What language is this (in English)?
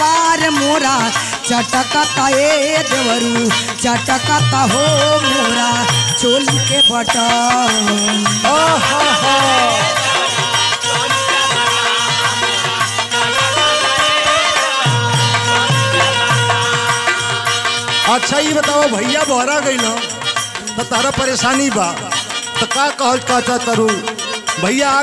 Bhojpuri